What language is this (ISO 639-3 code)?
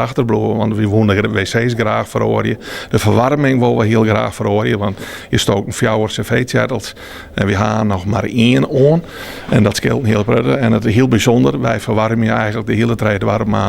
fry